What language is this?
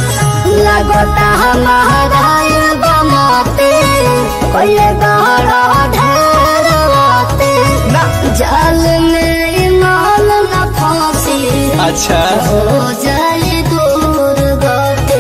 Bhojpuri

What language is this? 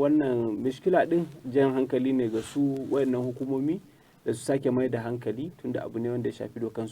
Hausa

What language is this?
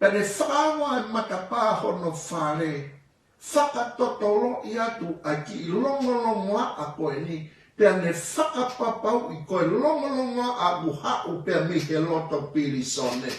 Tongan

